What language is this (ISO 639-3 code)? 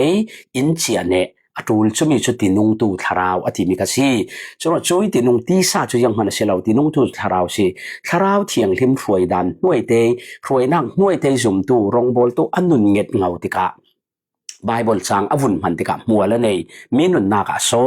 cfm